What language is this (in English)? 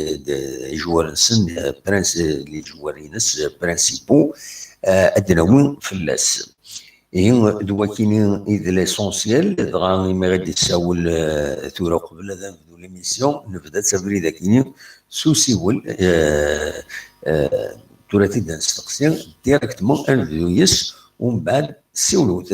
Kabyle